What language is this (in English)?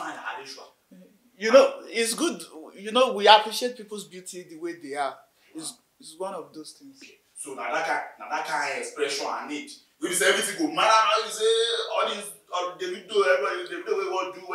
Nigerian Pidgin